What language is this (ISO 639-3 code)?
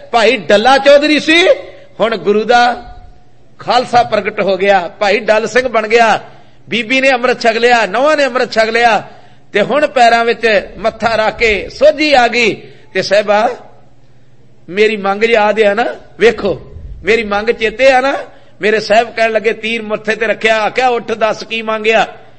pan